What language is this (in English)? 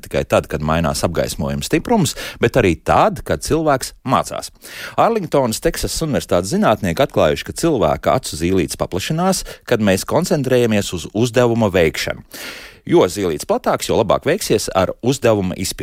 Latvian